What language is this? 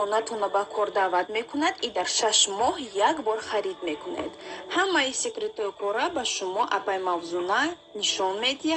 Tajik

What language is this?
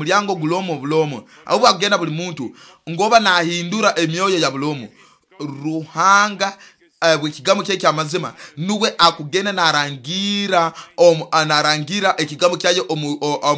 Nyoro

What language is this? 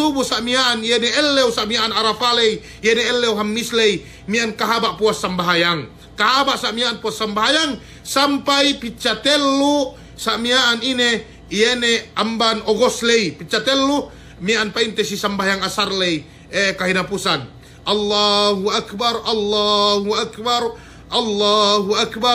Yakan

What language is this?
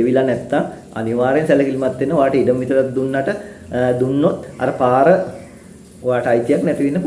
Sinhala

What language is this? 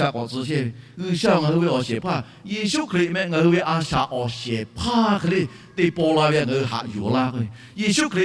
Lahu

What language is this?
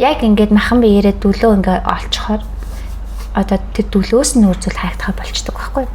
Mongolian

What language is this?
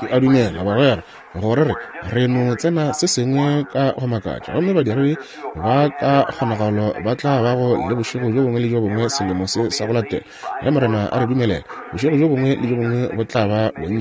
Northern Sotho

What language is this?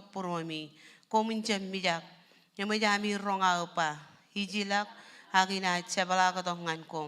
Marshallese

